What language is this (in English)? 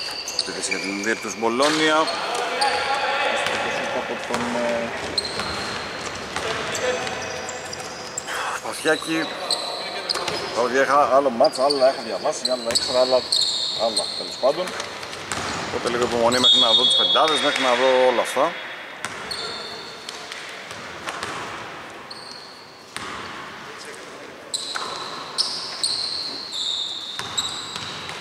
Greek